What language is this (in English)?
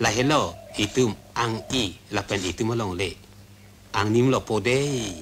Karbi